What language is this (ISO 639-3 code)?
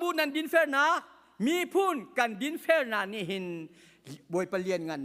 cnh